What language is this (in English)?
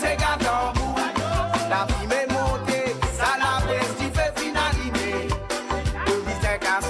Morisyen